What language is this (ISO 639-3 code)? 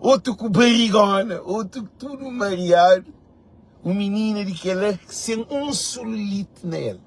kea